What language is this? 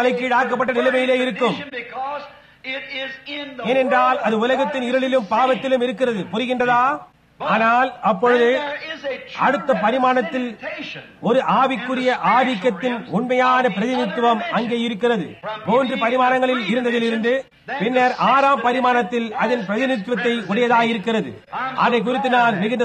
Tamil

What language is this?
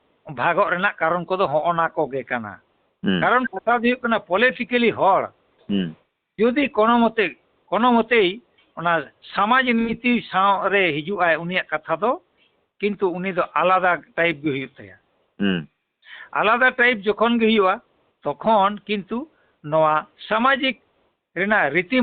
Santali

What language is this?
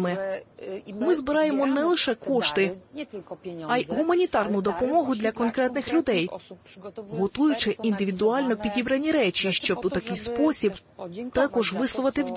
Ukrainian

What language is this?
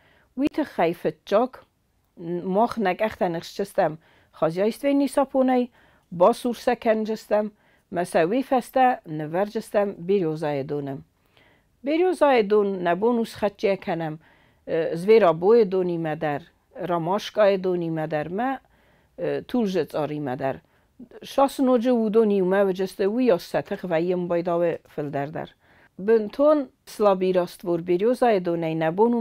Ossetic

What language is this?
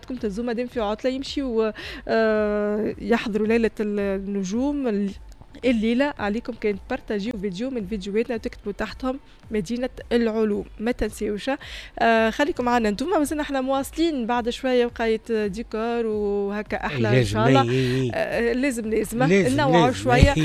Tunisian Arabic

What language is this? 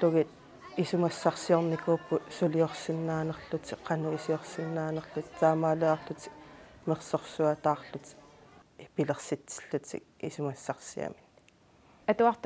Kalaallisut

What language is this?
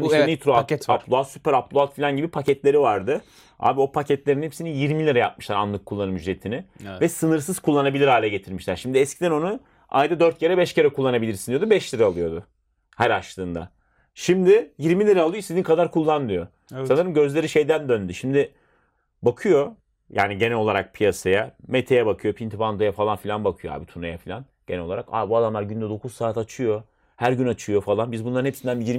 Turkish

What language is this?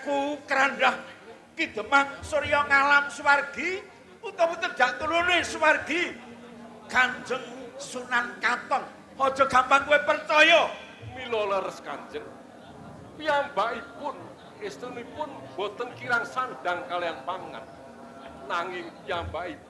Javanese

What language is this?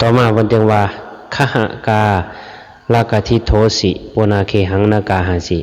Northeastern Thai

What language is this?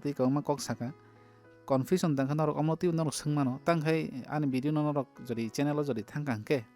Kok Borok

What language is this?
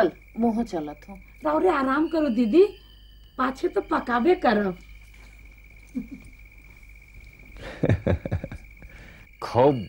Sadri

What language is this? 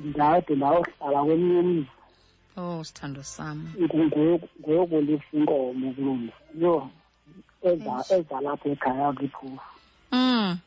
Xhosa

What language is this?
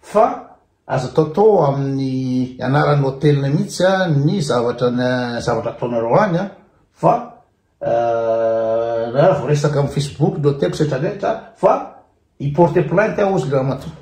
Malagasy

